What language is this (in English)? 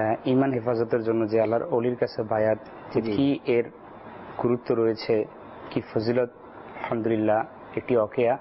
Bangla